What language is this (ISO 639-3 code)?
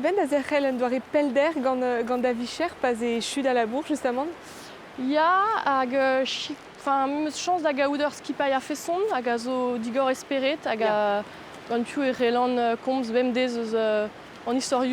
bre